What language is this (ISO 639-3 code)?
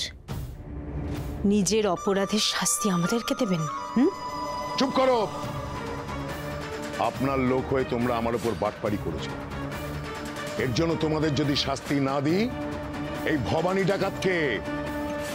ben